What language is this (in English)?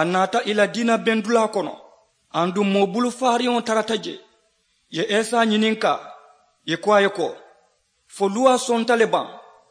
Mandingo